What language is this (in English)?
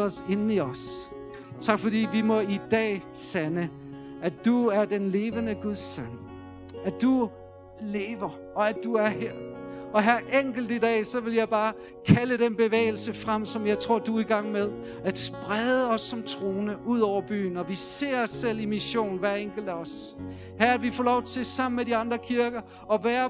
Danish